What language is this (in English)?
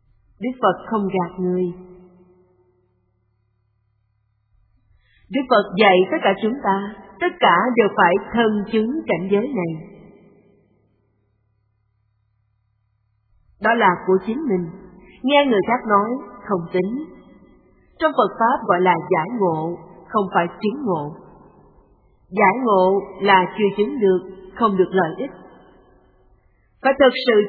Vietnamese